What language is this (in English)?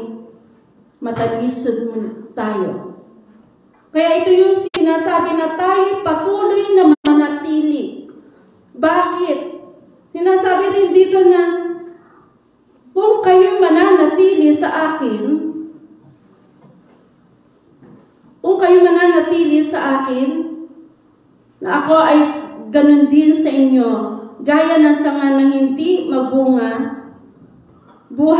Filipino